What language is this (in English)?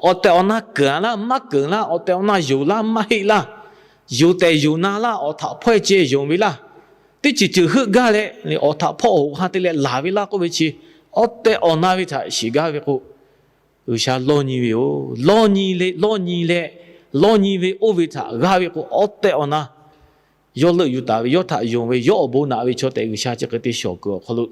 Lahu